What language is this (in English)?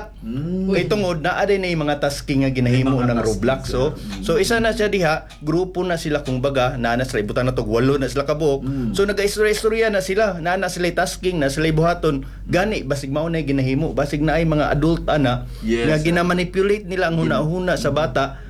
Cebuano